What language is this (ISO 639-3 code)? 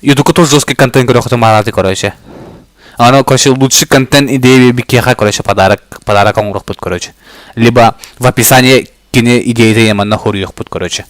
sah